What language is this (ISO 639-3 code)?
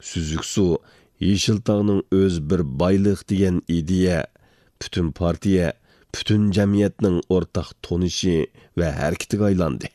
uig